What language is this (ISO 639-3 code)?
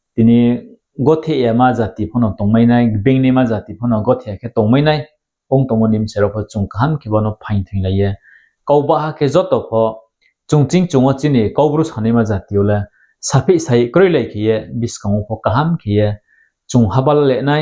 ria